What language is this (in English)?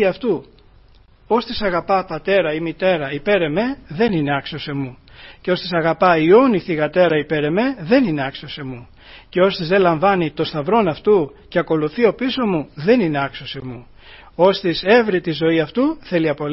Greek